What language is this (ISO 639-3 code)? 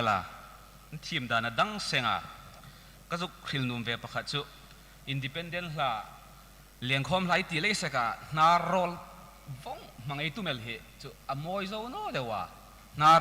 hmr